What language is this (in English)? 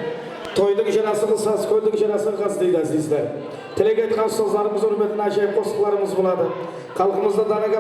Kara-Kalpak